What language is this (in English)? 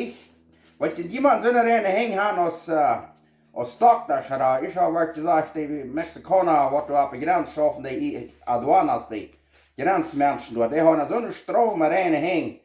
Plautdietsch